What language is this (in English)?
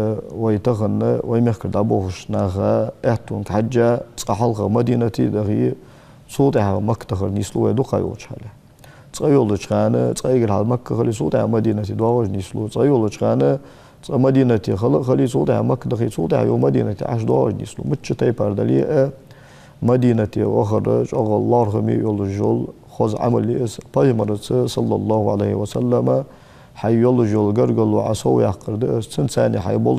Ingush